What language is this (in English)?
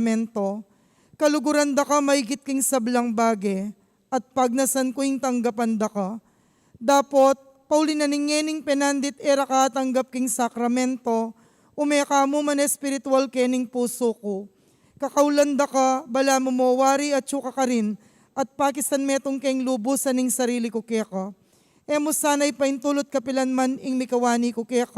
Pampanga